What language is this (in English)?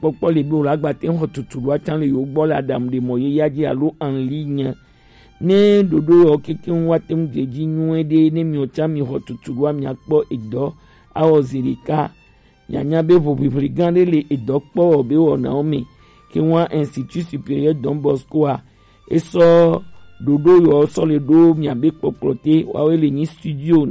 Gen